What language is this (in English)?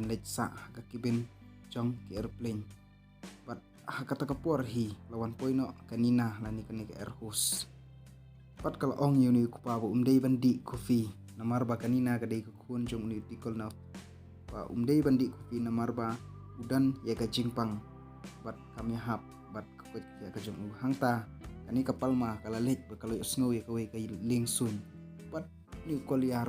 Khasi